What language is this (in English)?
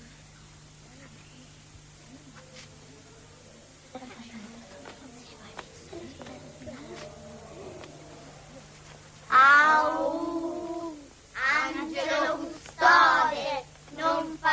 Italian